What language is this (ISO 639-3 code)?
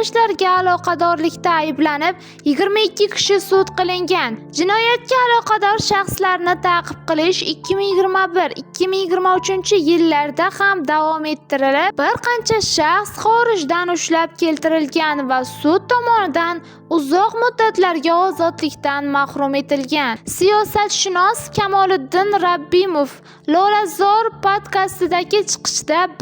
uzb